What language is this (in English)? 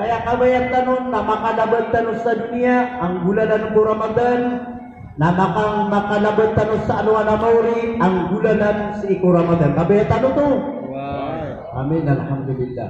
Maranao